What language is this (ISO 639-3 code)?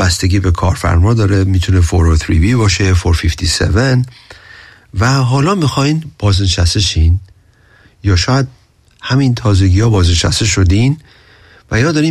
fas